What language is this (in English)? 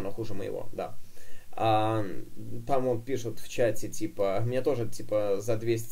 Russian